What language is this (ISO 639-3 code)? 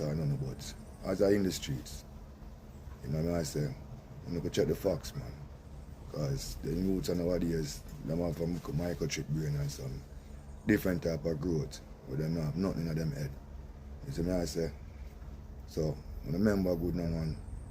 jam